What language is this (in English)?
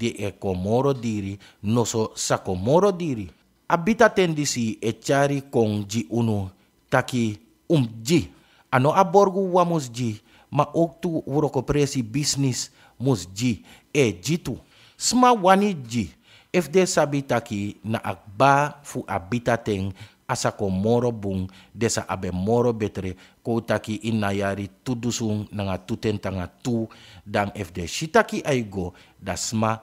Sranan Tongo